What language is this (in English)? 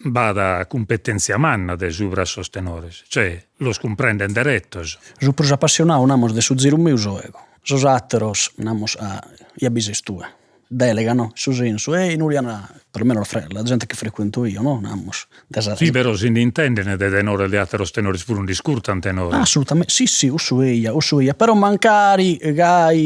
Sardinian